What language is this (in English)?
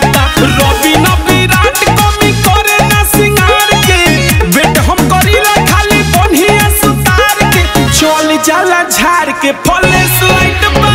Bhojpuri